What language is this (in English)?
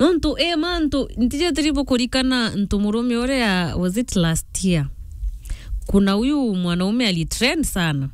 Meru